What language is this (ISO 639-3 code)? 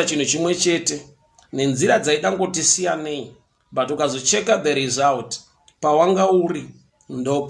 sna